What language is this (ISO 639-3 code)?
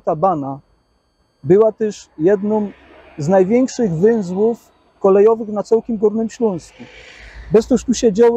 szl